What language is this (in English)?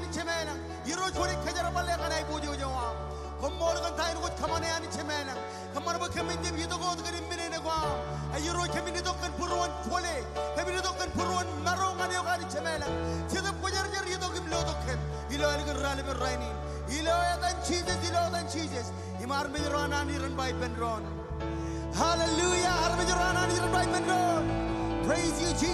Marshallese